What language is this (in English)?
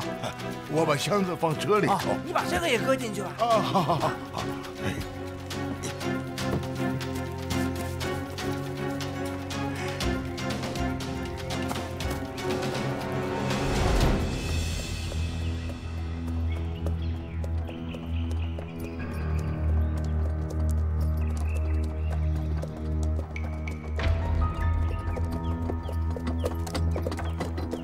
Chinese